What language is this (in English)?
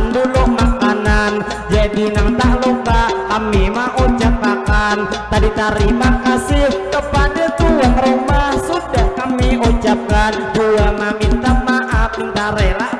Banjar